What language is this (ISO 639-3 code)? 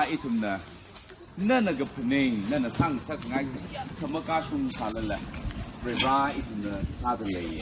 nmf